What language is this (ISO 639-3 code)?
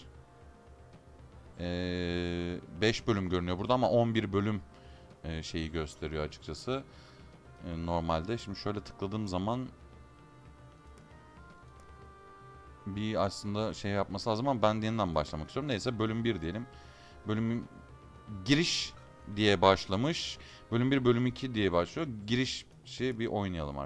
tur